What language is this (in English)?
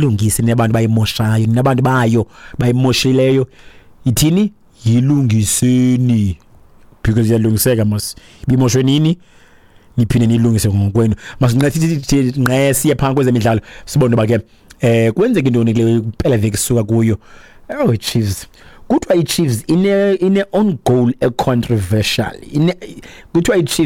Xhosa